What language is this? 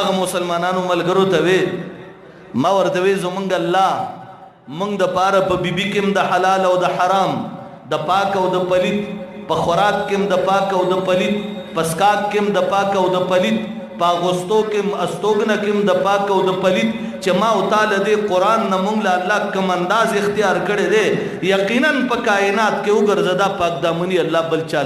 Pashto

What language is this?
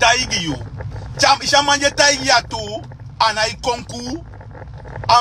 Sranan Tongo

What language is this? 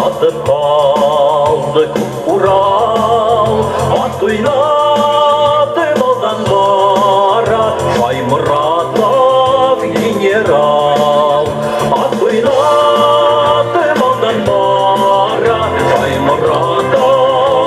Bashkir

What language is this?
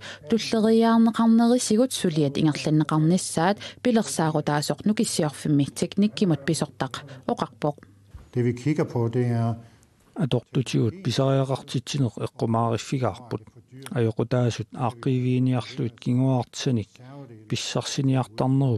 Kalaallisut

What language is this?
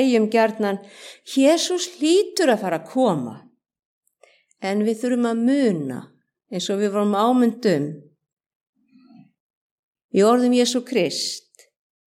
Icelandic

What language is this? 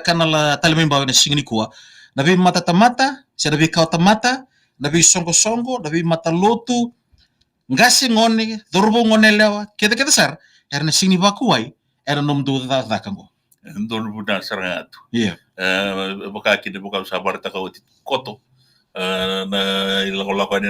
Fijian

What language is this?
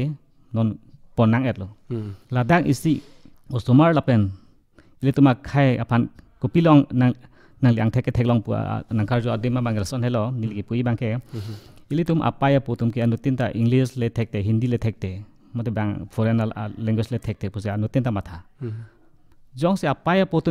Karbi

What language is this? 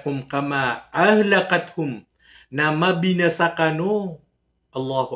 Maranao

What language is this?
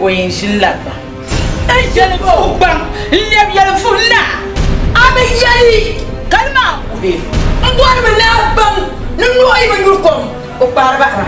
Dagbani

